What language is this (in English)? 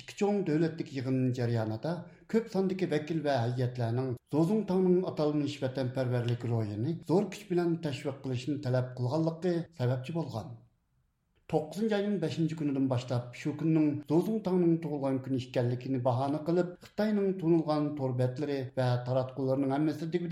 Uyghur